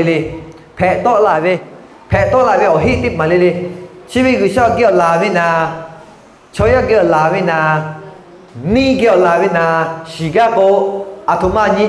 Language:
Lahu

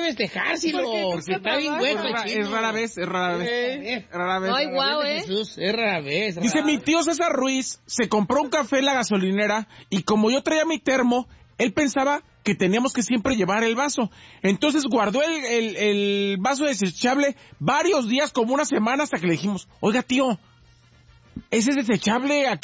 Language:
Spanish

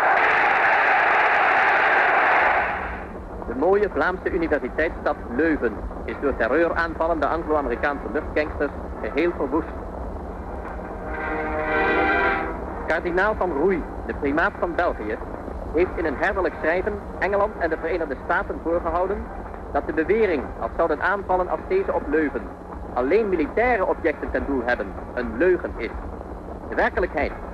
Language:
Dutch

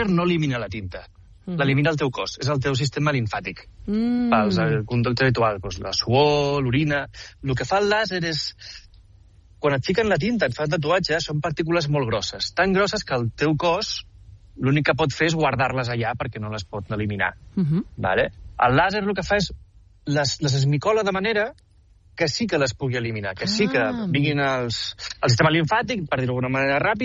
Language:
Catalan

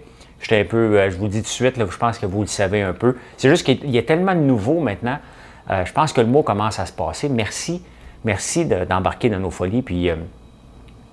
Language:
French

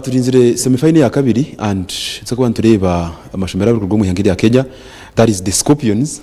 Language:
Nyankole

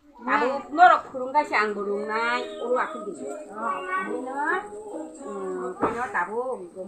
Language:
Kok Borok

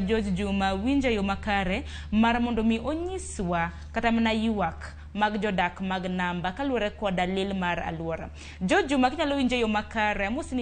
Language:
Luo (Kenya and Tanzania)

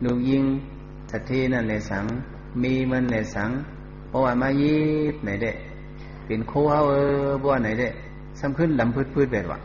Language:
Shan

